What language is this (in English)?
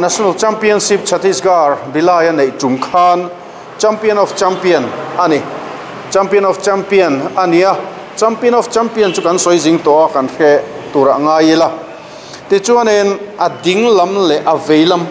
Mizo